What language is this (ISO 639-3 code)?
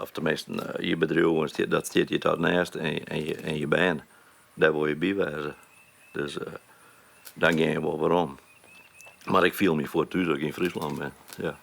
fry